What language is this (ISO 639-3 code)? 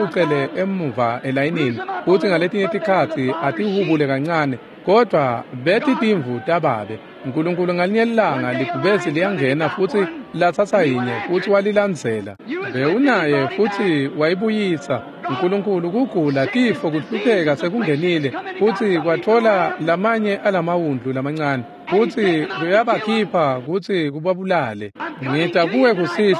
ssw